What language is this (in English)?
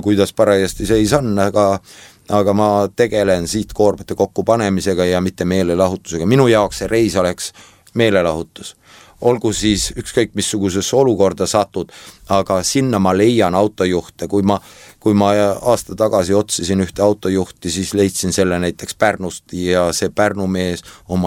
Estonian